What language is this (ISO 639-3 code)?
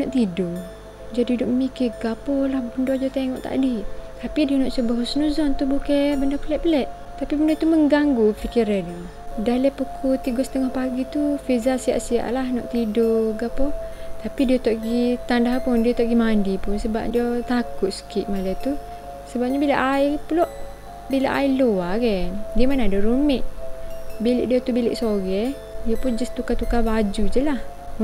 msa